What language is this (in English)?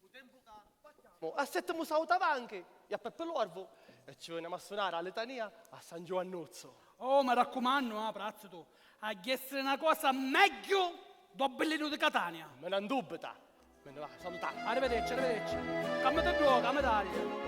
Sicilian